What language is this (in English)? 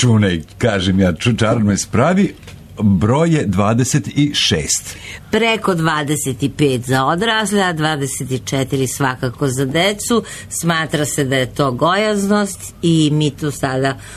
Serbian